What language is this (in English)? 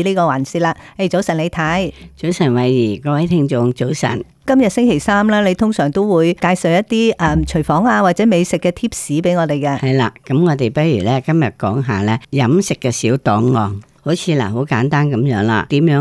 Cantonese